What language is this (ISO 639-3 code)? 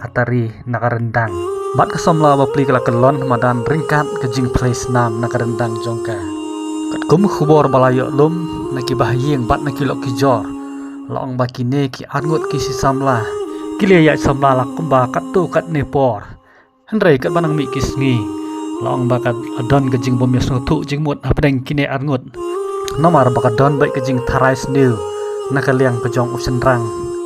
kha